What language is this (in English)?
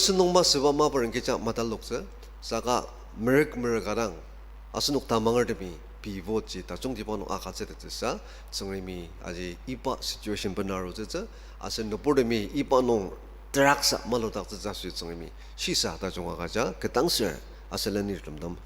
Ao Naga